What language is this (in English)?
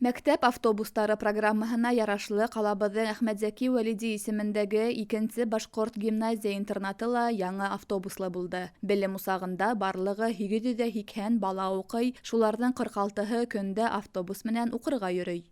Bashkir